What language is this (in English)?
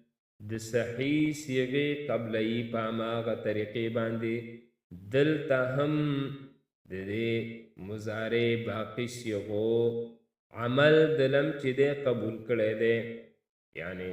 Pashto